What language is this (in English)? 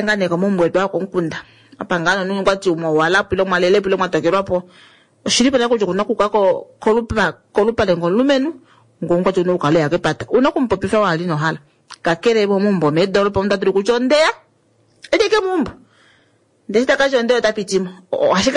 Kuanyama